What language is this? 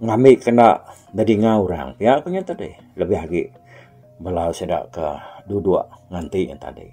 Iban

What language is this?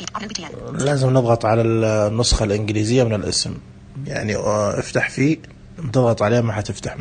Najdi Arabic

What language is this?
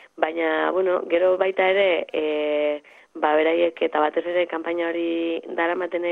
Basque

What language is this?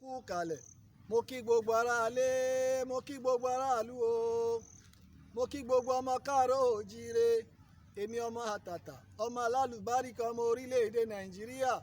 Yoruba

